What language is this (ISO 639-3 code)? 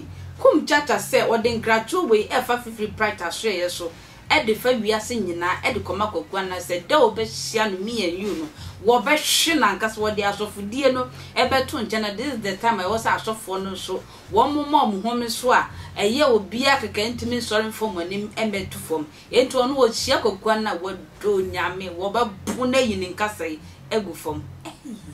aka